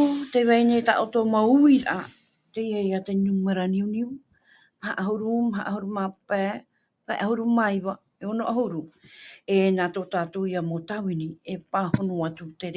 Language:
Tahitian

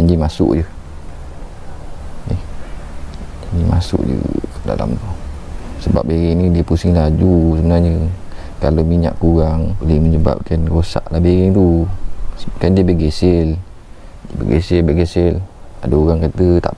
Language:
Malay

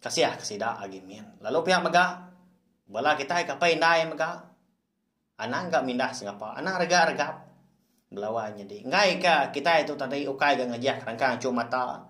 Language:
Iban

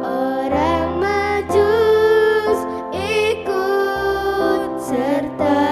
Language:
Batak Karo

